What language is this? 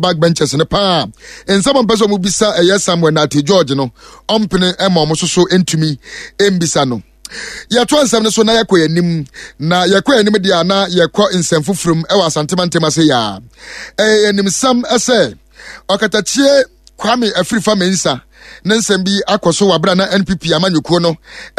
Akan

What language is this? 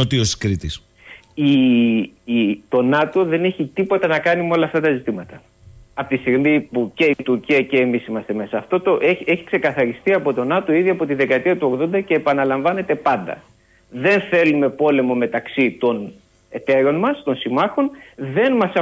Greek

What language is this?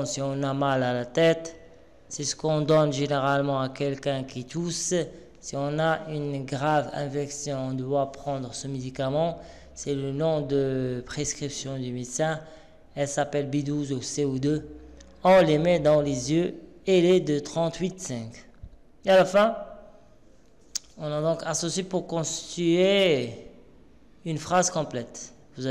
French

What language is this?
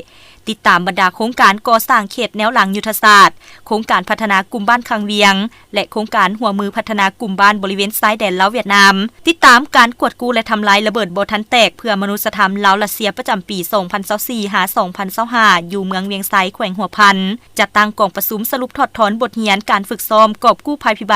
Lao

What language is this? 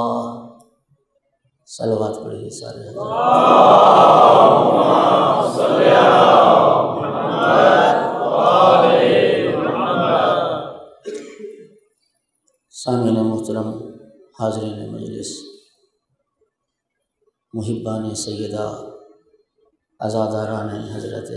Urdu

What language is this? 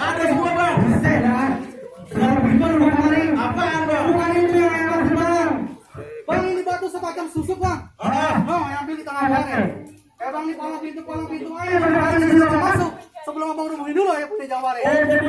Betawi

